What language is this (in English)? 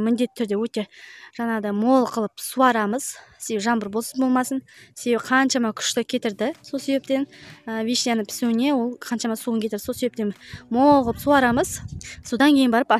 Kazakh